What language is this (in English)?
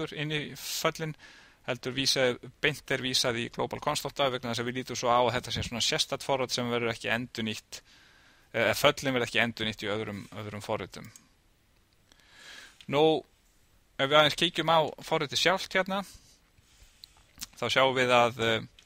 Icelandic